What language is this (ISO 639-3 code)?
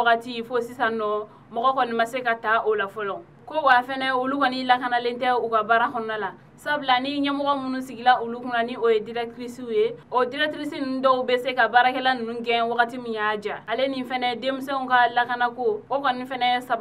bam